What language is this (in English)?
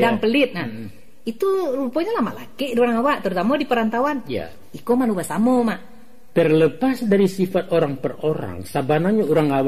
Minangkabau